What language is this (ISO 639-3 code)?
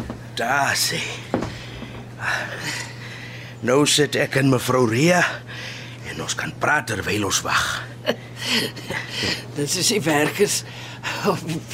afr